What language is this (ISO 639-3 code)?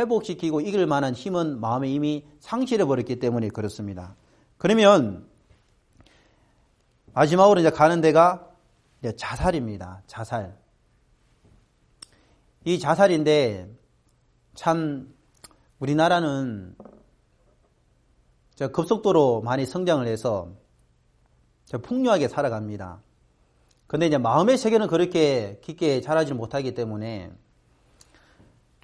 kor